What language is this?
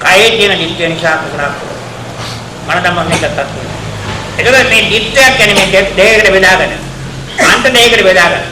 Sinhala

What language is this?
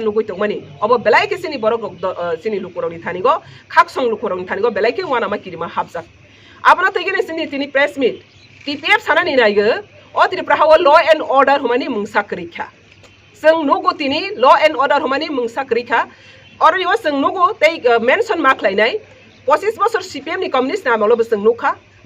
Kok Borok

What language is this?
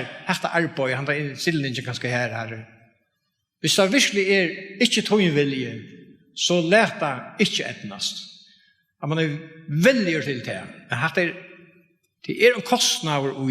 Faroese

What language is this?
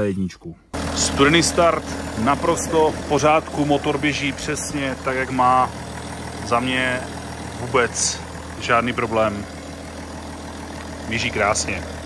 Czech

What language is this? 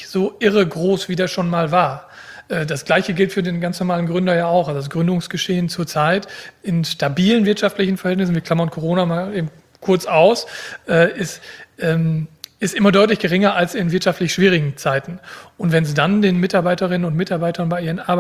German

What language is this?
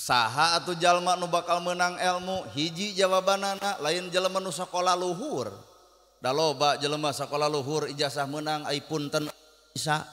Sundanese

